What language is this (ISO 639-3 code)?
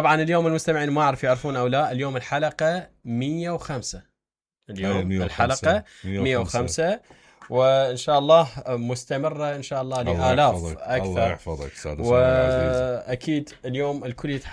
acm